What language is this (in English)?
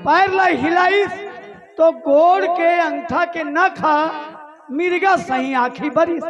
Chhattisgarhi